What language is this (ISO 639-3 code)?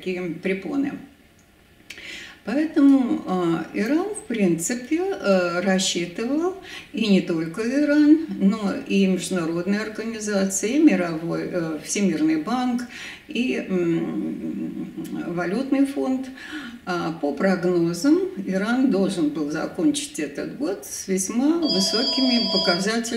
rus